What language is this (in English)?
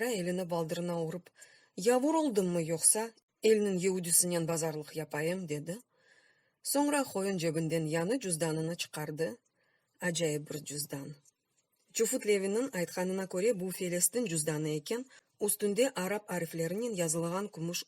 Crimean Tatar